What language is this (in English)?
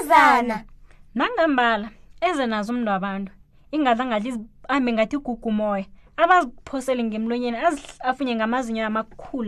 South Ndebele